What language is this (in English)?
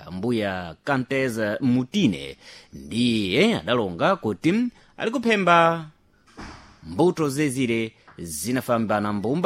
Sena